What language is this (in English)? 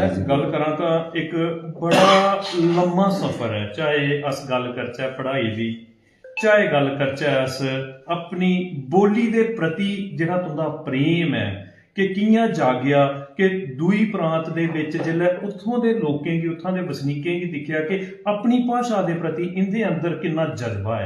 Dogri